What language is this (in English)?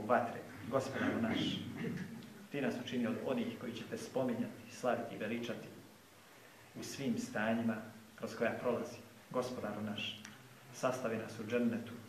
Bosnian